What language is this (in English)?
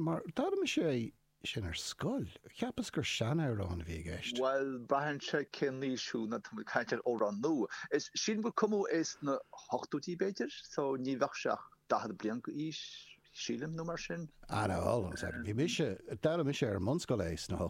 Irish